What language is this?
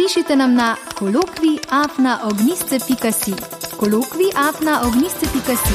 Slovenian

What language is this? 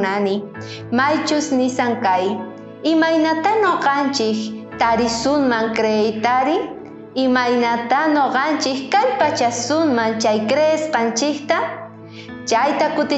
South Bolivian Quechua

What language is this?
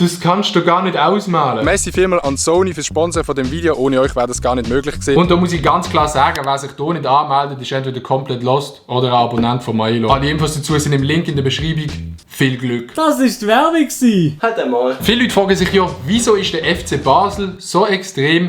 Swiss German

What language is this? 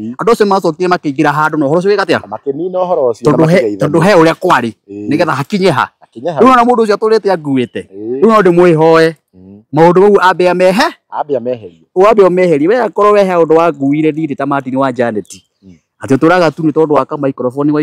Kikuyu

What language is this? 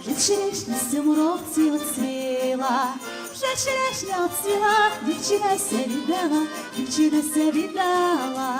Rusyn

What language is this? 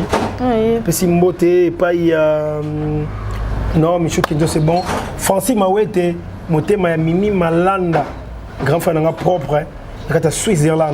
Lingala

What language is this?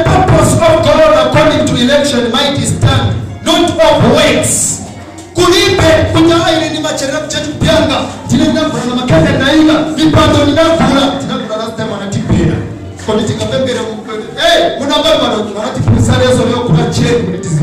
Nyanja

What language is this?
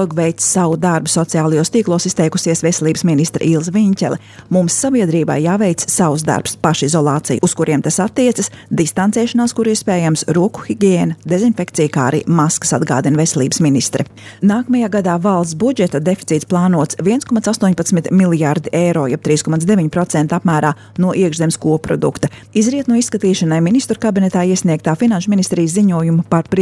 Latvian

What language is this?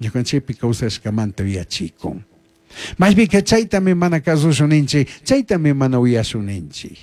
Chimborazo Highland Quichua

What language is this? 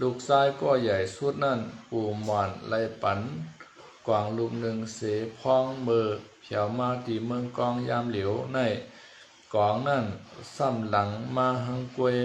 Shan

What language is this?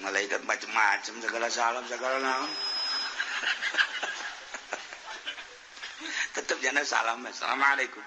Sundanese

